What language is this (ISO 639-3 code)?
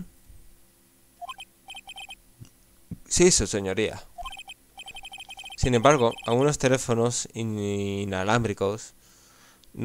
spa